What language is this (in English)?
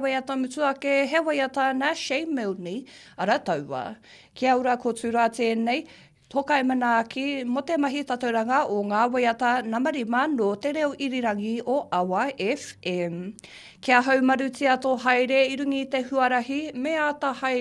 Māori